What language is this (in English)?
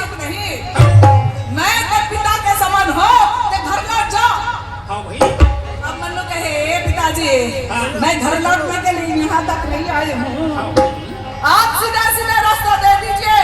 Chhattisgarhi